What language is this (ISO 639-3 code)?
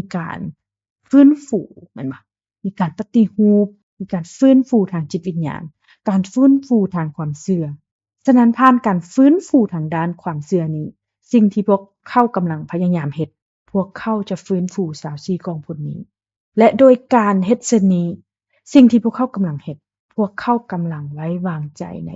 lao